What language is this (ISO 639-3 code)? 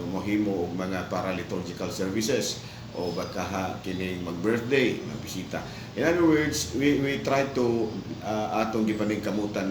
ceb